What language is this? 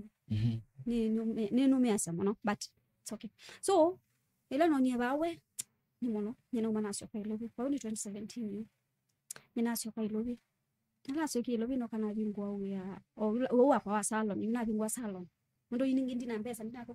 Kamba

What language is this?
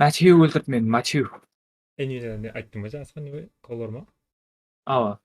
Kara-Kalpak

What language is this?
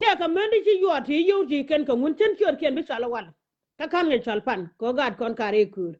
Nuer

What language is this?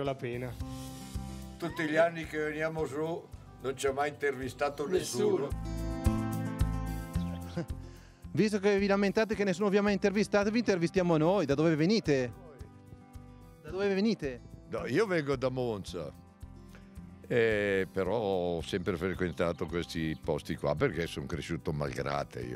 Italian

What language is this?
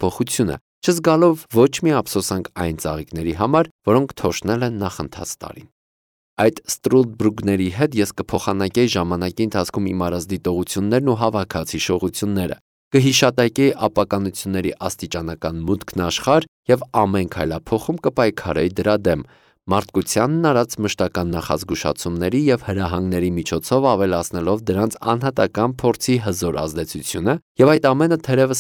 Armenian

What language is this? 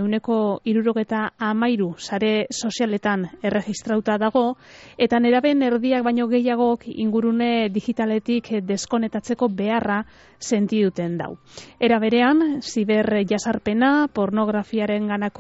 Basque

